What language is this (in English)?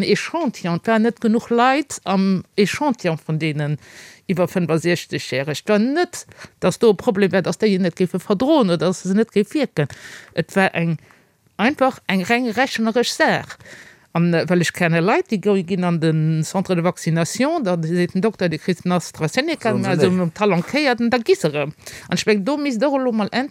Luxembourgish